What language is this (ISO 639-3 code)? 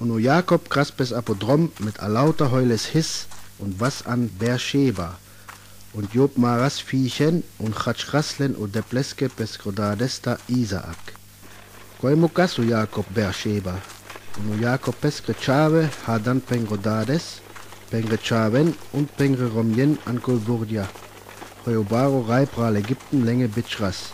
rmo